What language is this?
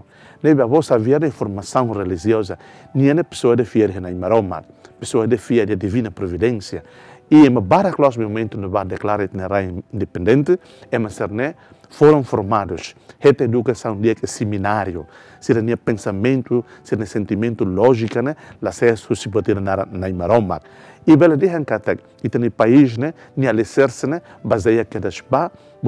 Tetum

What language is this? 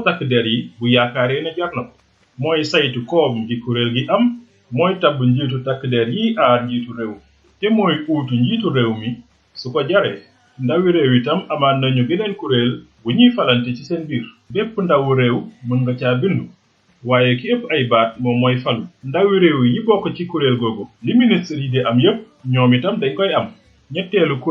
Wolof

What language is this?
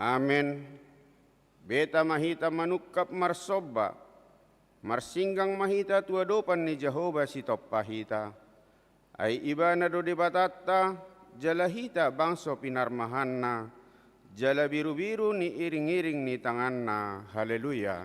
Batak Toba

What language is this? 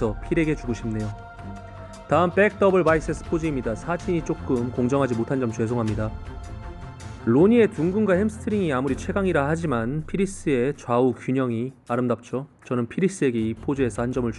Korean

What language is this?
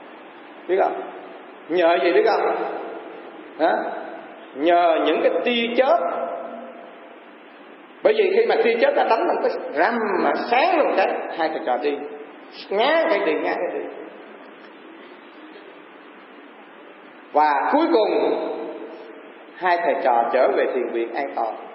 Vietnamese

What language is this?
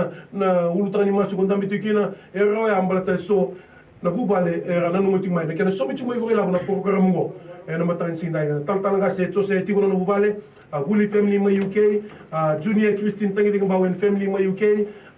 Fijian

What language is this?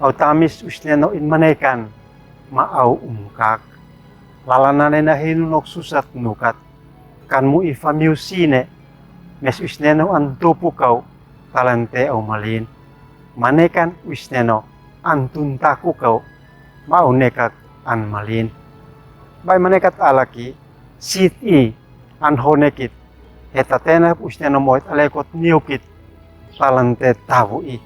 Uab Meto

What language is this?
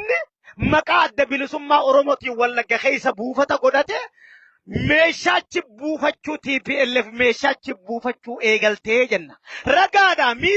Oromo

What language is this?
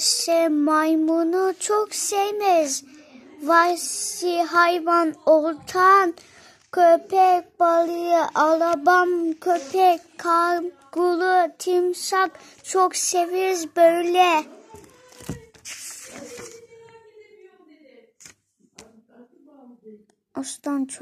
Turkish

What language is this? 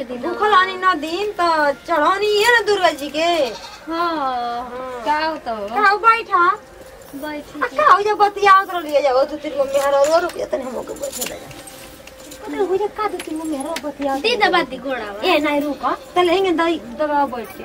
Bhojpuri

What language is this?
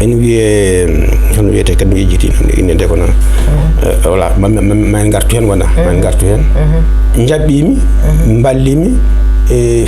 Fula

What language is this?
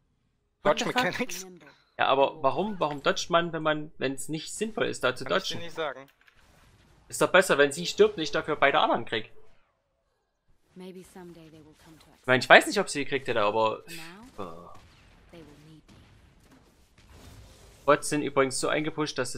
German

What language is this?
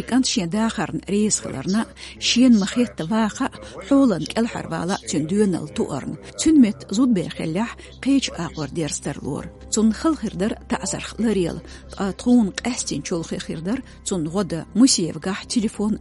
Chechen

